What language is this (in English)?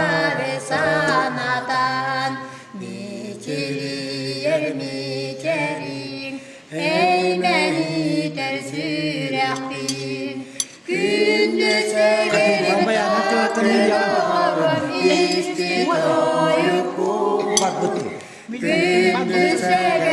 Yakut